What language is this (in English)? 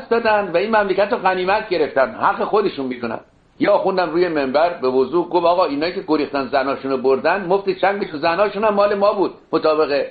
Persian